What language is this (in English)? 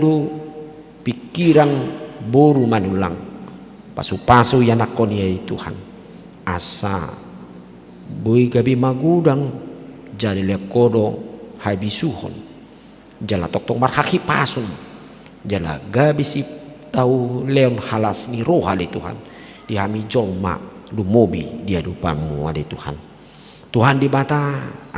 Batak Toba